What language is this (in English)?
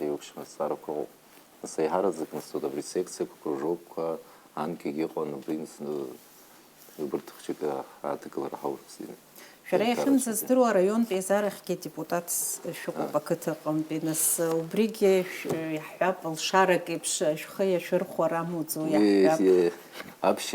Abkhazian